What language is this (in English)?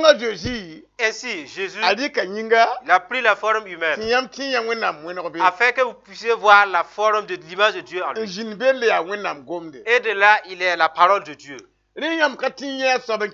Mossi